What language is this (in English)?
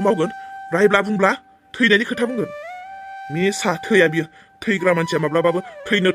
Bodo